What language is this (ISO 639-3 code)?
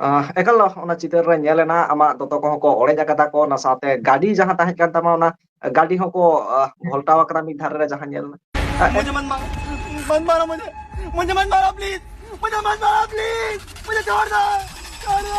sat